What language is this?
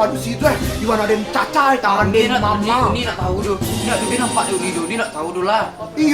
Minangkabau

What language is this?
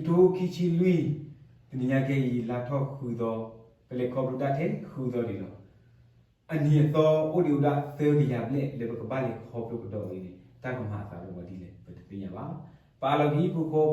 S'gaw Karen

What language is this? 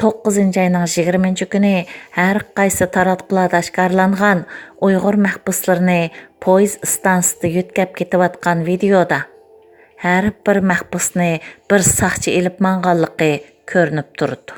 Uyghur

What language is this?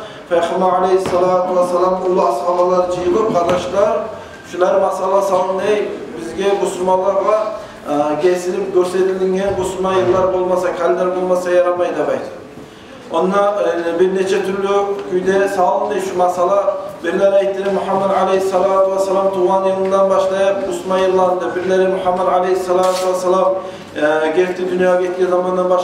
Kumyk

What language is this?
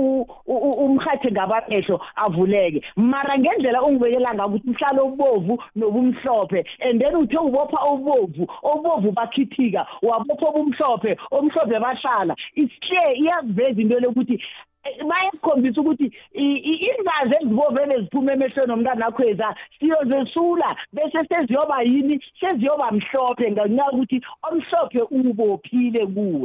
South Ndebele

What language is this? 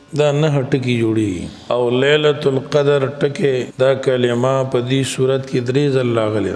Pashto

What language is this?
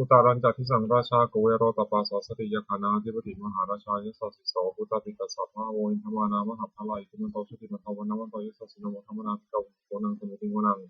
Pali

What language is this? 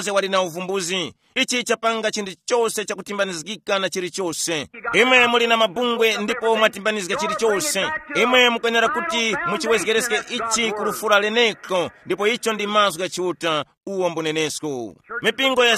Tumbuka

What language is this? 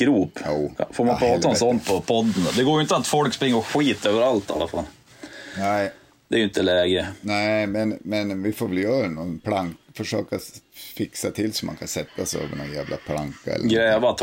Swedish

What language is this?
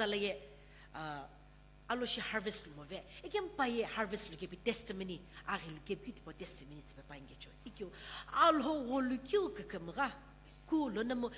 Sumi Naga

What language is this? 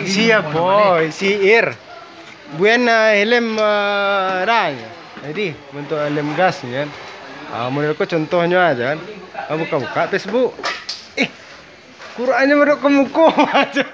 Minangkabau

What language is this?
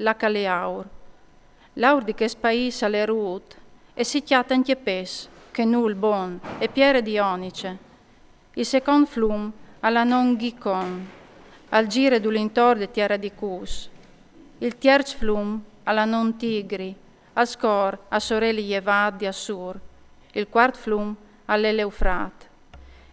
Friulian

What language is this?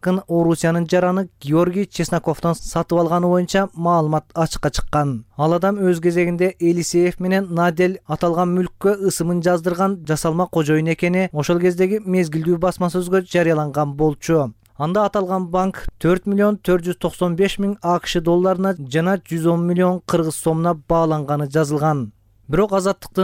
Kyrgyz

